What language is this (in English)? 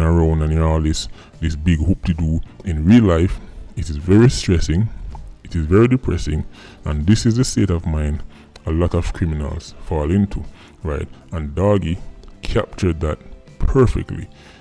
Jamaican Creole English